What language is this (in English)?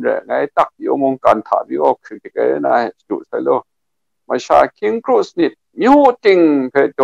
Kachin